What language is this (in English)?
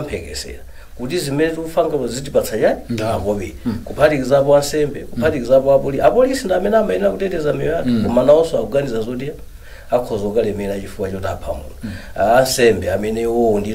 Nyanja